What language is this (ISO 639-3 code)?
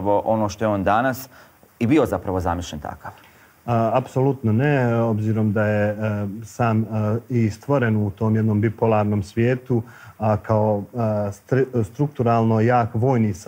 bos